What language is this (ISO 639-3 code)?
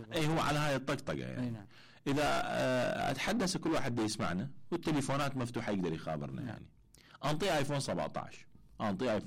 acm